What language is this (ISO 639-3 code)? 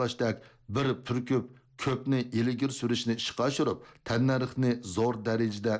uig